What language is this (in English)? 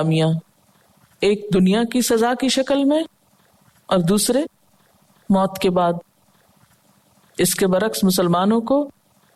Urdu